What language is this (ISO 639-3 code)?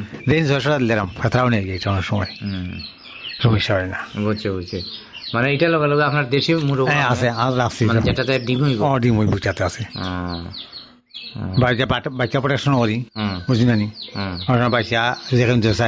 ben